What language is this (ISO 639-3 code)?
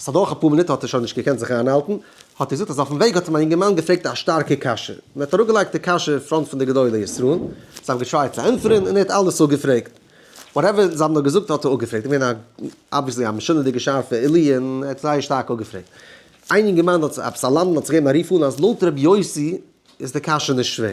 yid